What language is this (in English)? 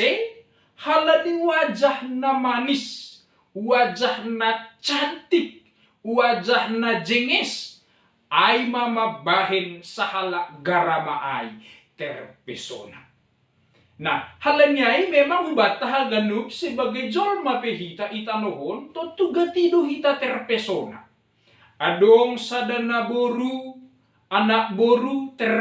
Batak Simalungun